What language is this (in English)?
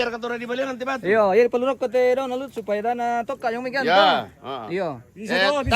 Toraja-Sa'dan